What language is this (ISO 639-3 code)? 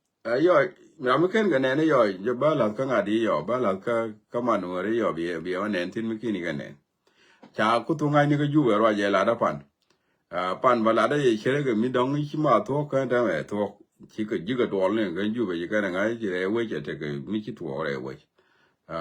nus